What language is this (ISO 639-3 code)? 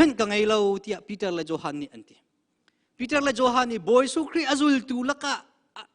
cnh